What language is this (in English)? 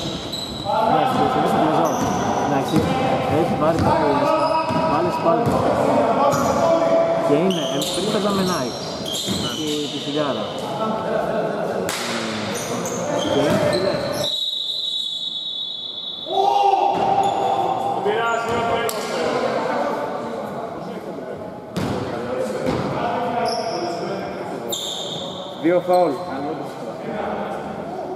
Greek